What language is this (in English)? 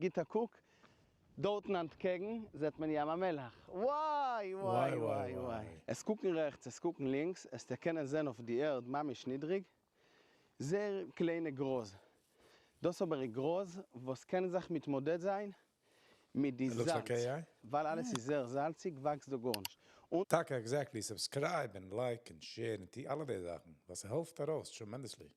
Yiddish